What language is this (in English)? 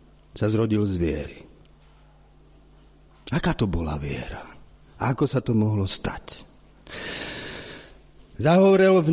Slovak